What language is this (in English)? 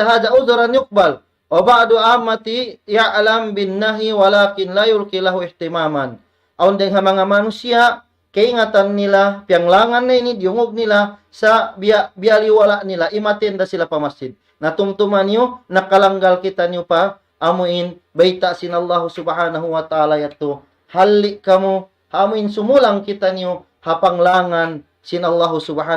Tausug